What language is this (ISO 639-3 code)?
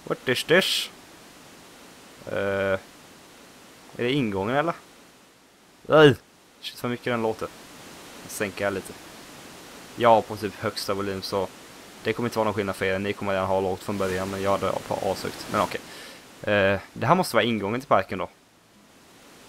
swe